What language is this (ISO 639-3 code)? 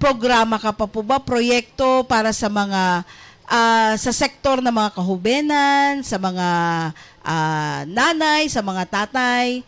bik